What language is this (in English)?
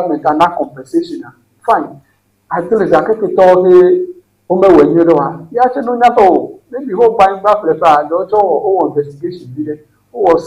Ewe